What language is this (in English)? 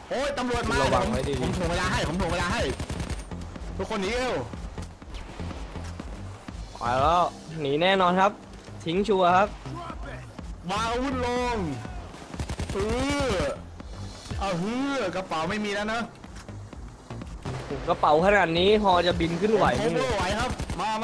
Thai